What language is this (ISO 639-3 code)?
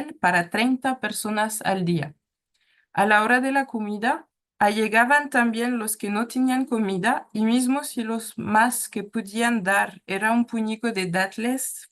lad